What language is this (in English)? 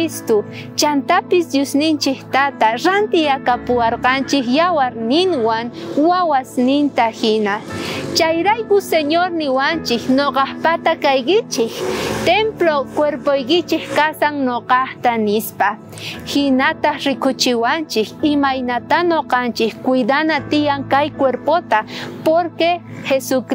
South Bolivian Quechua